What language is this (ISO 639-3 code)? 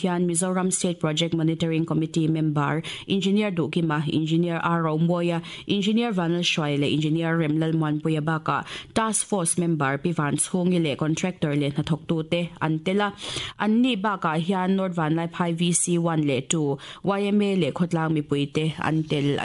lus